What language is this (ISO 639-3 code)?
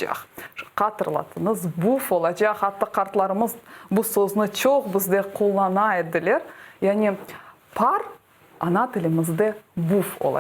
crh